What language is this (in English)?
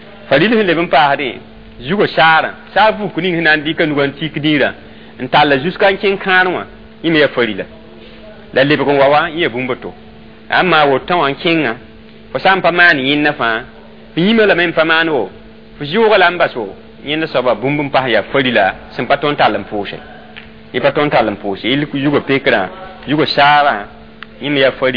Mossi